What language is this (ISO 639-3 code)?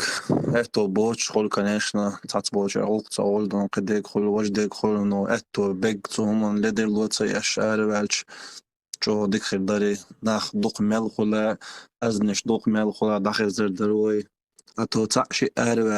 che